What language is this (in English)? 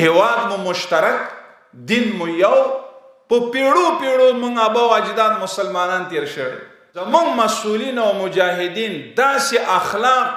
Pashto